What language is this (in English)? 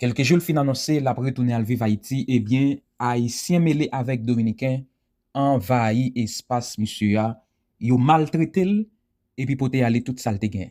Haitian Creole